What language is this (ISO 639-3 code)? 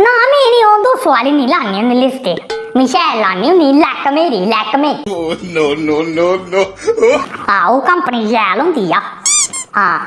doi